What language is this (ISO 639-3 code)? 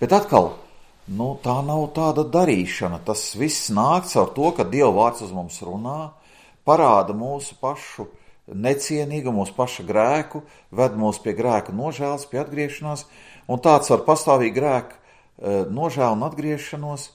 lav